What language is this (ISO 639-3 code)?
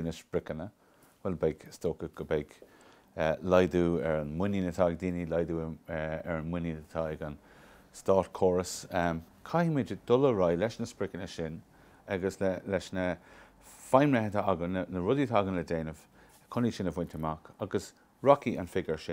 gle